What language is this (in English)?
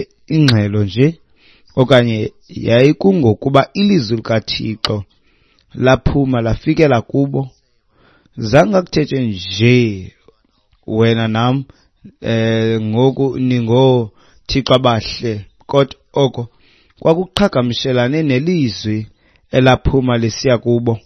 Xhosa